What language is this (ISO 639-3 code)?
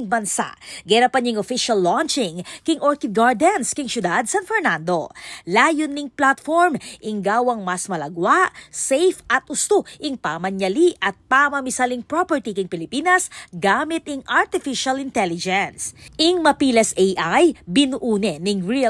pam